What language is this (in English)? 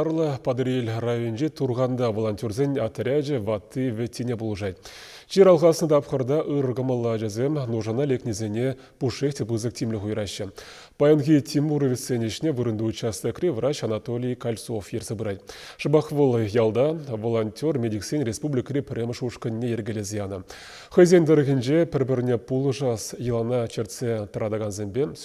Chuvash